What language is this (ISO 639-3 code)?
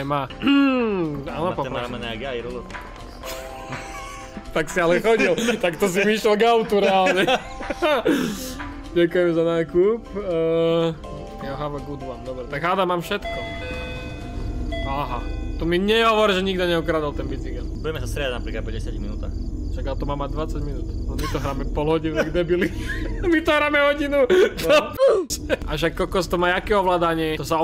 slk